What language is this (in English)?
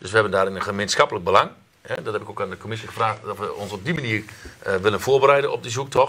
Dutch